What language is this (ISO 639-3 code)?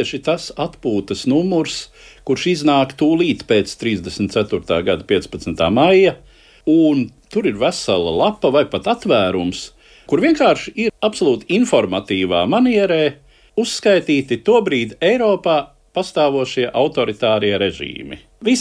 lav